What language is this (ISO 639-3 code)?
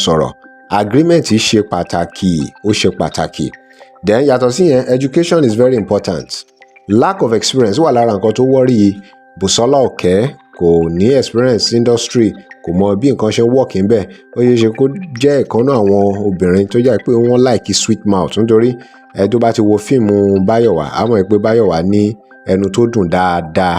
yor